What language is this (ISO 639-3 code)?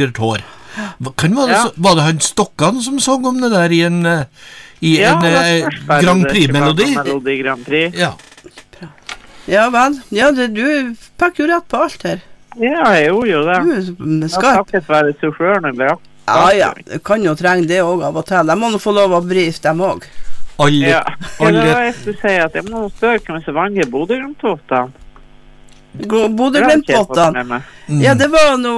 nor